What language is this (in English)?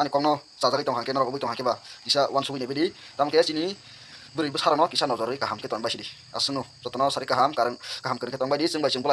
Kok Borok